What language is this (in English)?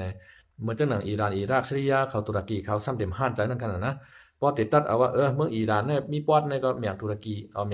Shan